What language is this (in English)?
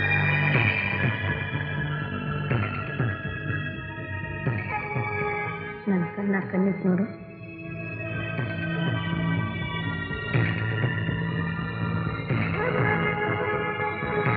Kannada